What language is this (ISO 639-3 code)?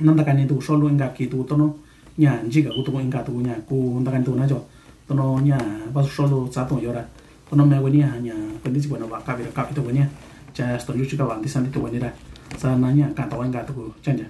mix